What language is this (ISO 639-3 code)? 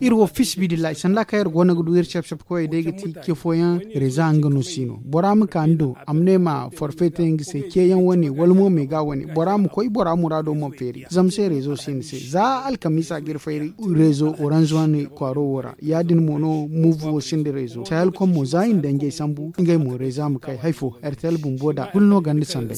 dje